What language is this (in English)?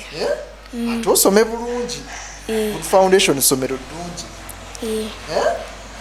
Ganda